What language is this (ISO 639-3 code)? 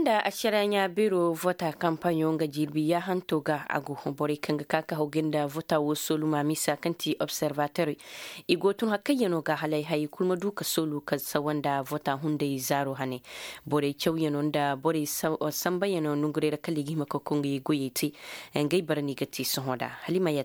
ses